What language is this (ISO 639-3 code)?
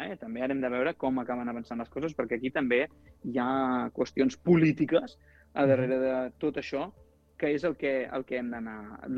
cat